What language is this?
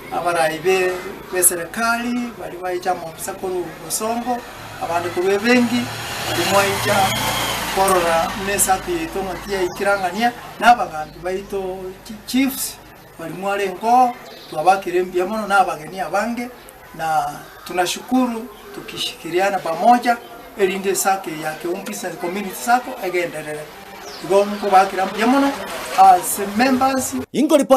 Gusii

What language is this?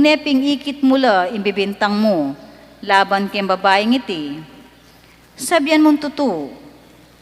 Pampanga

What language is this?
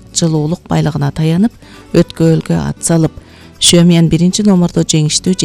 Kyrgyz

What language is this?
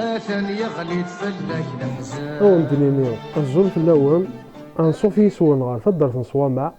Kabyle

